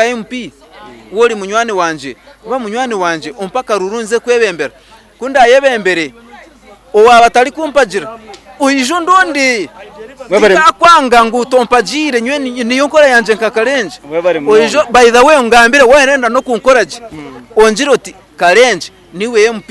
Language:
Nyankole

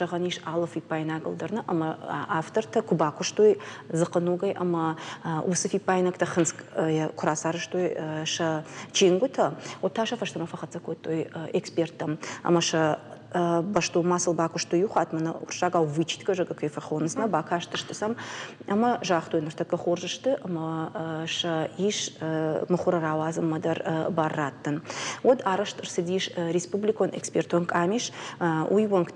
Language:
Ossetic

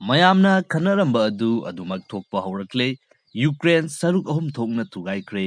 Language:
Manipuri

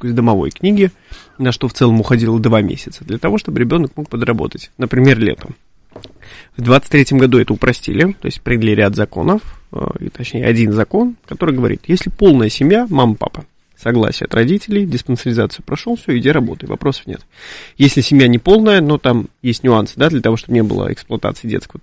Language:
Russian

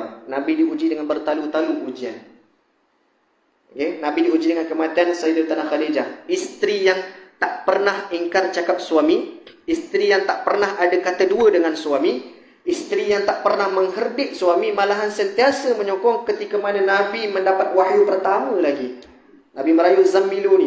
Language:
Malay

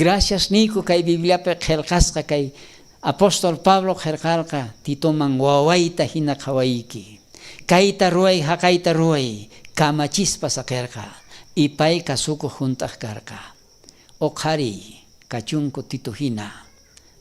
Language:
South Bolivian Quechua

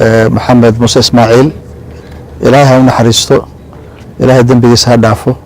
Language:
Somali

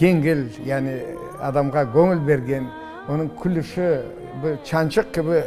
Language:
Crimean Tatar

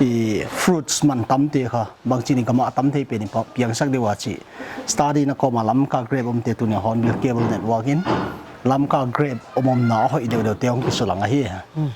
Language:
Paite Chin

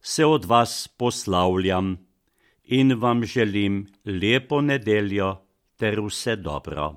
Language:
Slovenian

